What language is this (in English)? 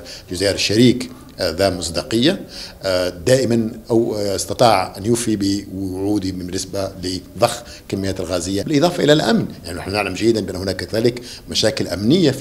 Arabic